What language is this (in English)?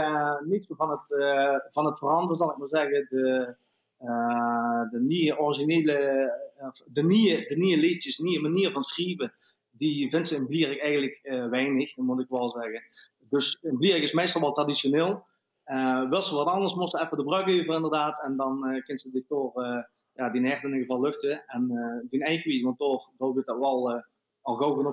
Limburgish